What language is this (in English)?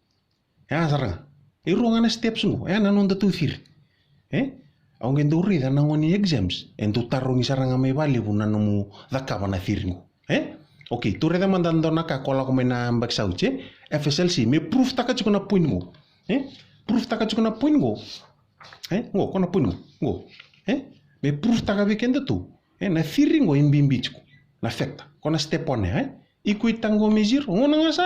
Fijian